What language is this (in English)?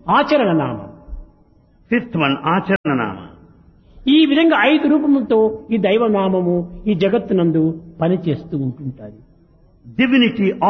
Telugu